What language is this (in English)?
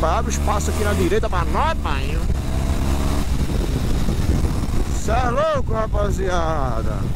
Portuguese